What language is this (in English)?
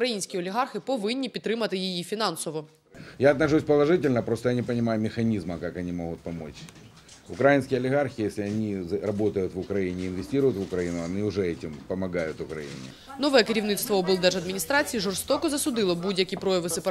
Ukrainian